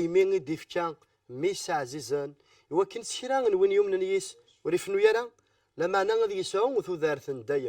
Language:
Kabyle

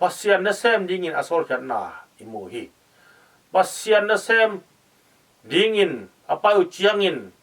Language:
Tedim Chin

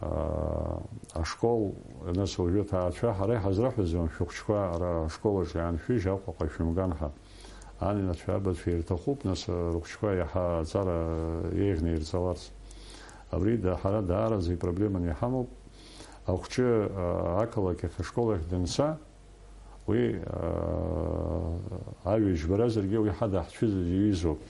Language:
Abkhazian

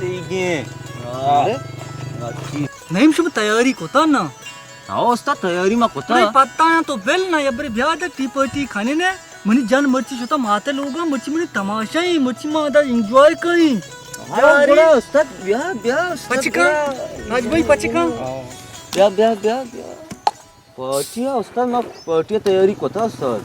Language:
Baluchi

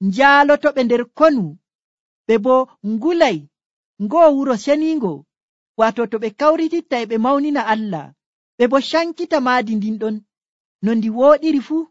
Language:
Nigerian Fulfulde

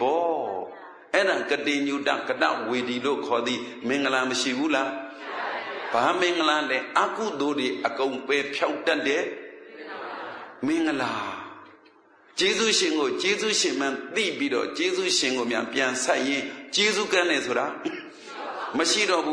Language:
Burmese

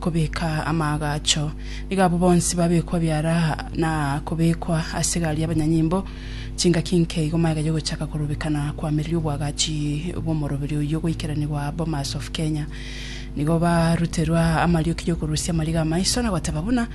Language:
Gusii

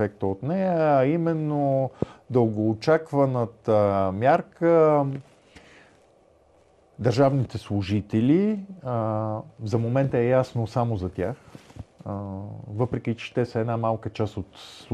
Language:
Bulgarian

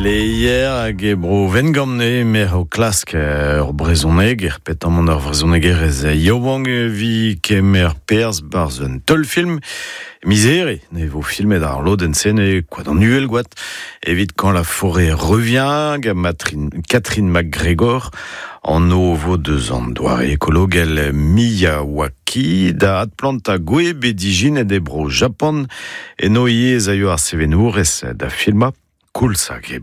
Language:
Breton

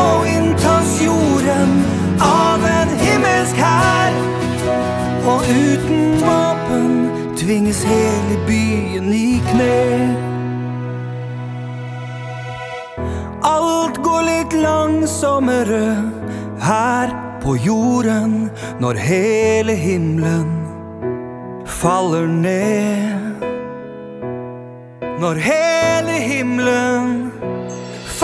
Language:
Norwegian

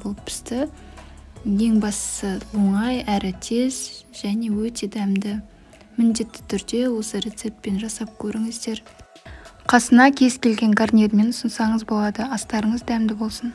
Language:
Kazakh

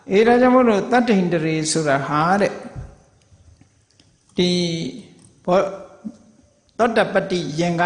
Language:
Burmese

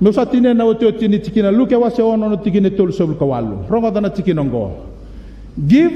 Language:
Fijian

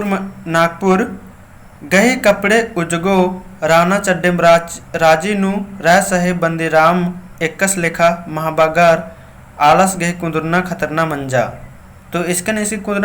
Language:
Kurukh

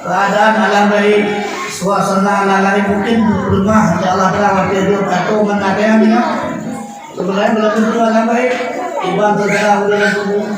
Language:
Achinese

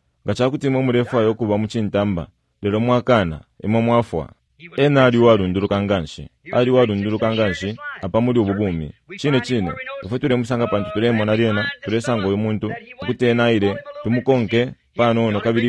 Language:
Bemba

